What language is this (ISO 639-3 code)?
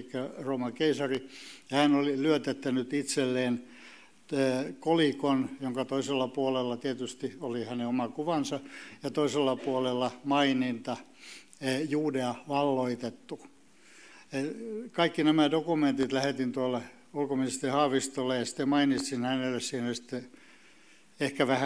fin